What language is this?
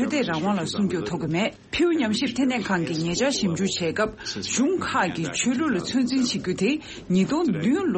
Tibetan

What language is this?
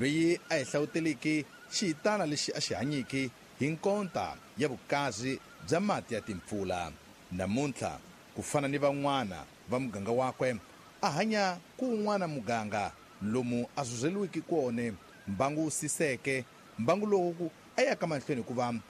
Tsonga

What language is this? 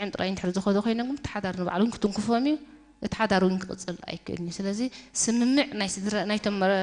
Tigrinya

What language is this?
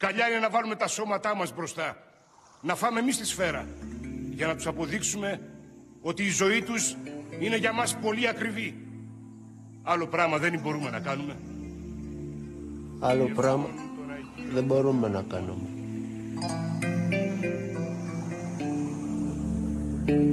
Greek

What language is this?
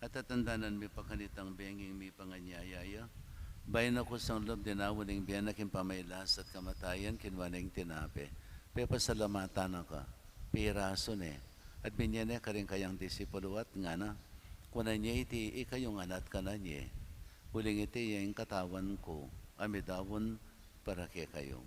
Pampanga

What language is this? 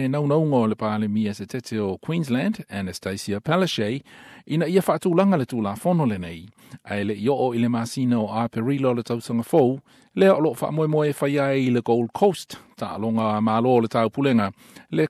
Samoan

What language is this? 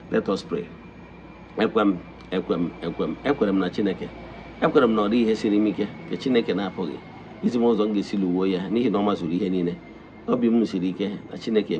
Igbo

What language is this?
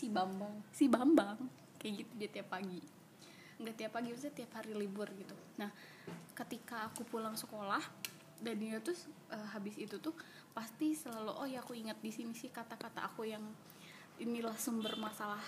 Indonesian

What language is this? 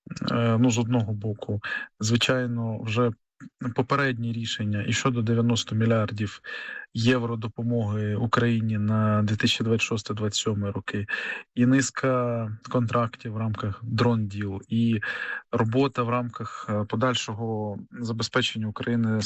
Ukrainian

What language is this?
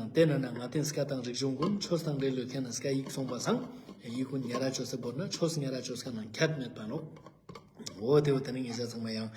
Ladakhi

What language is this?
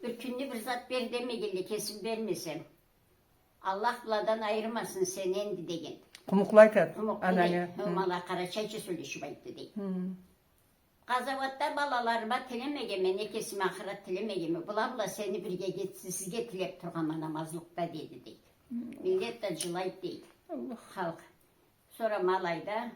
Karachay-Balkar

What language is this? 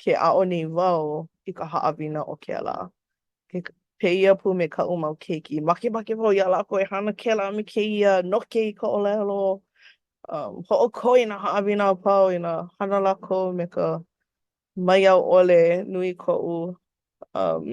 Hawaiian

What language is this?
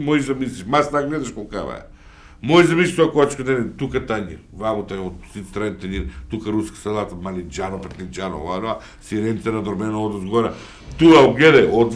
Macedonian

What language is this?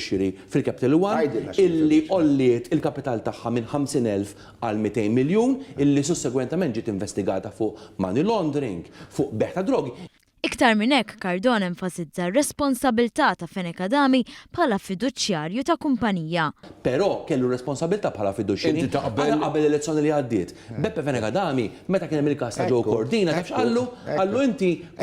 Maltese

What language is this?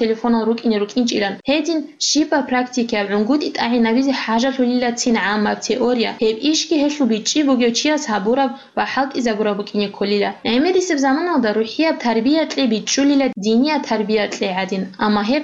Avaric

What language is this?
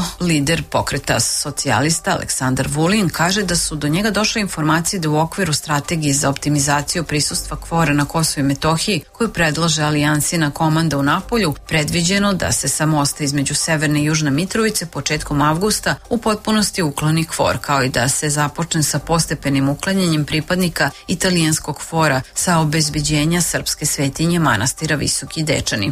Serbian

